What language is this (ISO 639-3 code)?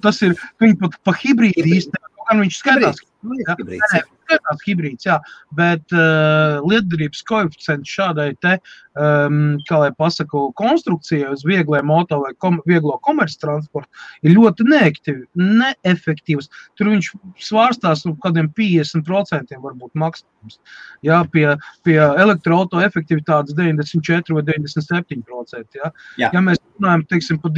lav